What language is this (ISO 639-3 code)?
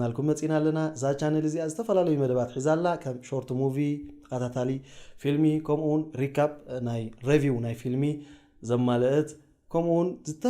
tir